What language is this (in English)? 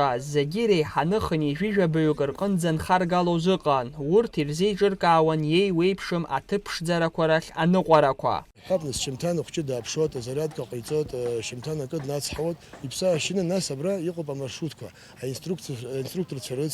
Abkhazian